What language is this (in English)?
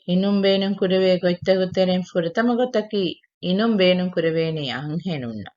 Divehi